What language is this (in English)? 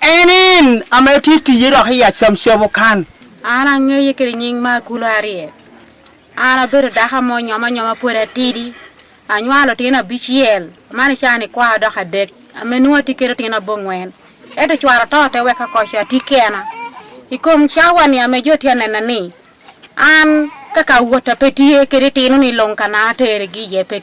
Acoli